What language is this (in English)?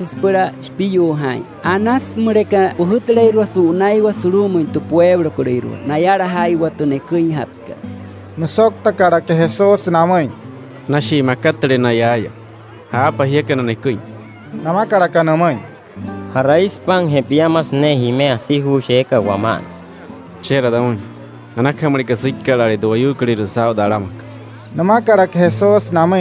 Wayuu